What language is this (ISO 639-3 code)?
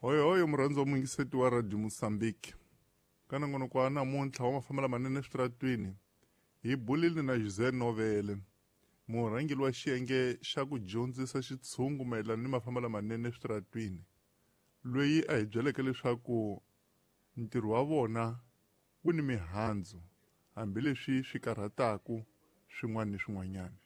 tso